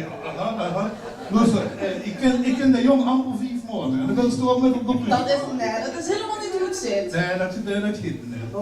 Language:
Limburgish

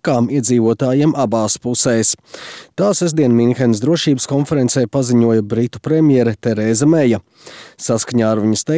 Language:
Latvian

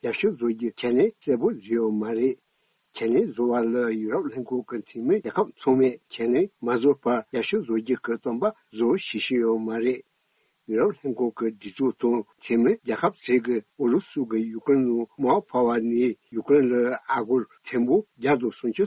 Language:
Tibetan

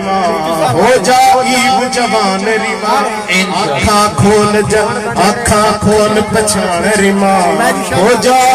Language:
Haryanvi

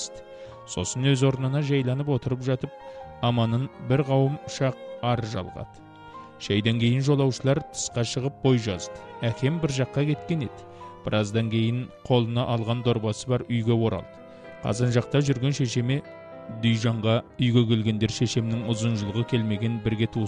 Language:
Kazakh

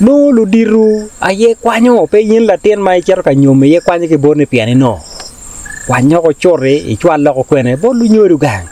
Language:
Acoli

